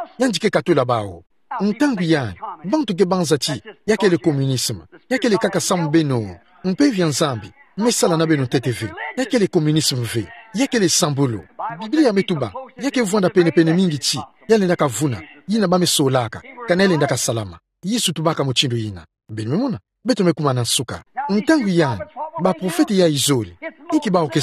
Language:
Kituba (Democratic Republic of Congo)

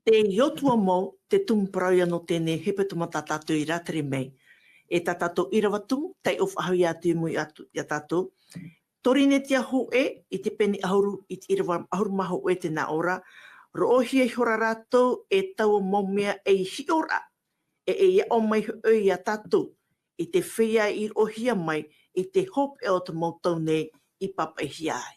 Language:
Tahitian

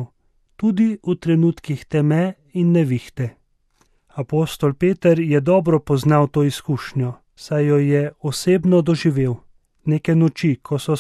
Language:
Slovenian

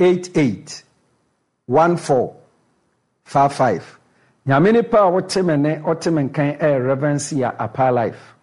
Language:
Akan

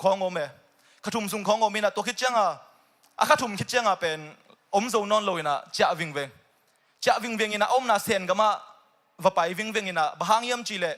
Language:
Tedim Chin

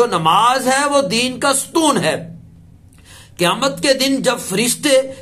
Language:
Urdu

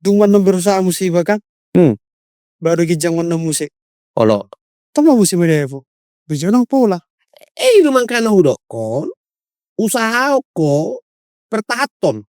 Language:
Batak Toba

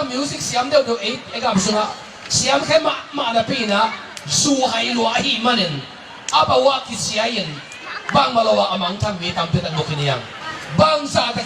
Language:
Tedim Chin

